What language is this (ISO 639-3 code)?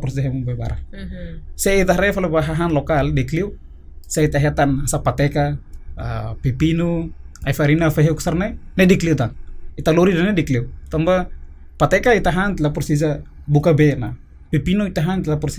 tet